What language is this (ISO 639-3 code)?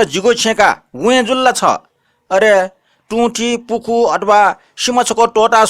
new